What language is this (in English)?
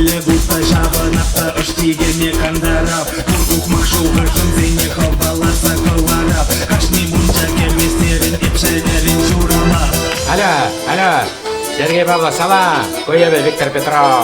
Chuvash